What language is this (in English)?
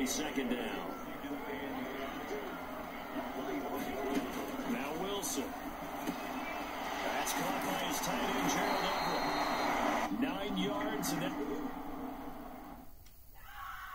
English